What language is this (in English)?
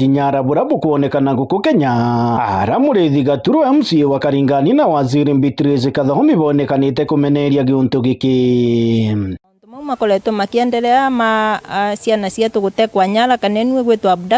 Meru